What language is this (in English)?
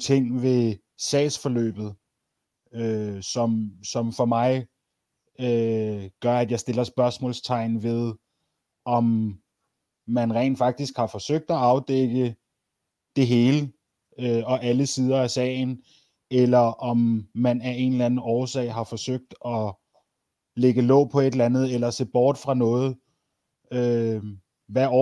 Danish